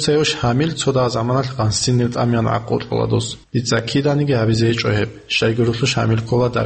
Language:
Avaric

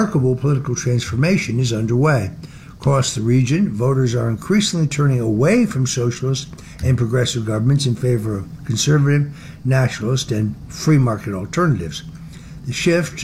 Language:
English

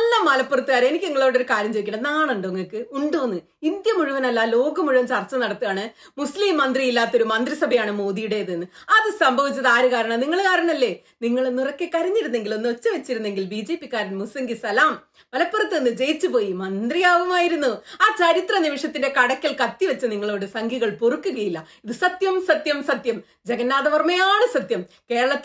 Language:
Malayalam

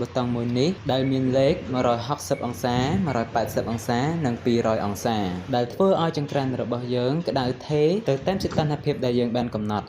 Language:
Khmer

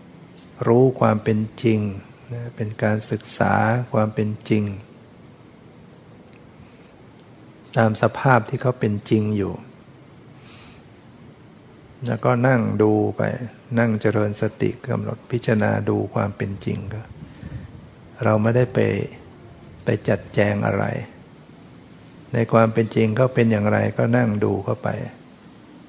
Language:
Thai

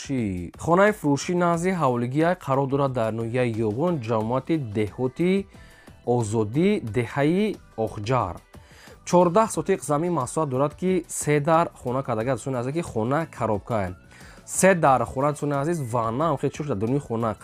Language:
Tajik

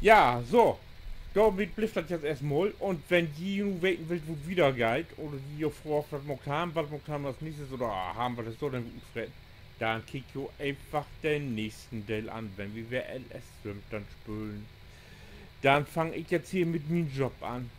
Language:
Low German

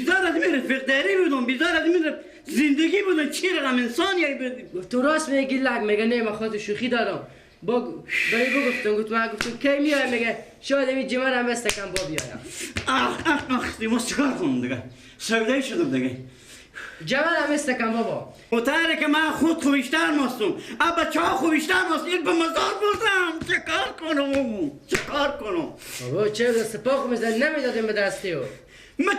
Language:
Persian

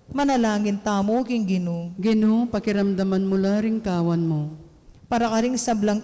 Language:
Pampanga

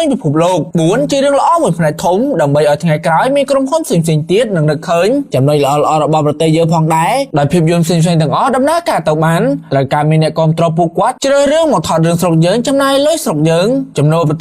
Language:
Khmer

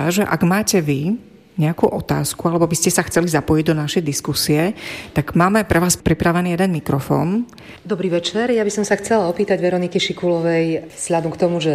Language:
Slovak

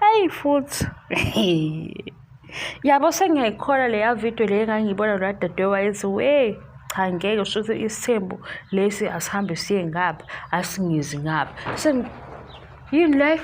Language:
Zulu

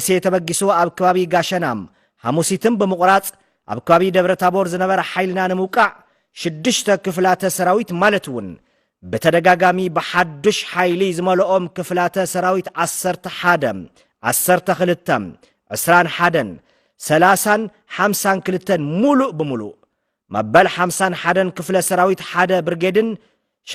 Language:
Tigrinya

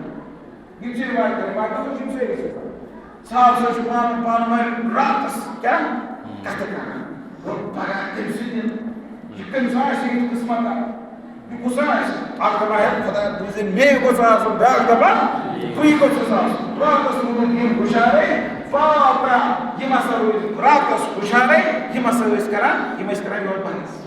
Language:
Kashmiri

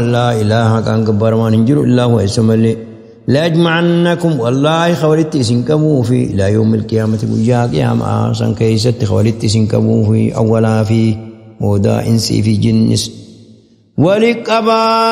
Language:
Oromo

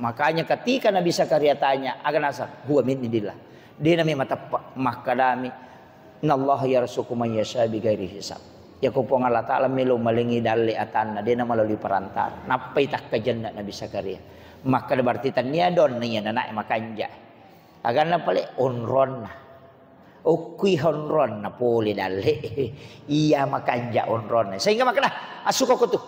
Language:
Buginese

